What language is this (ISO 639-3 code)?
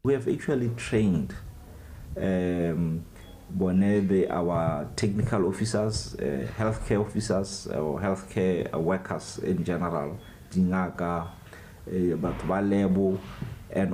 tsn